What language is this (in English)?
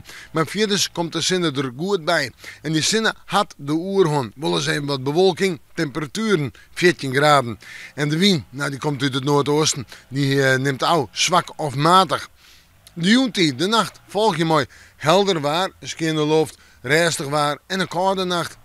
Western Frisian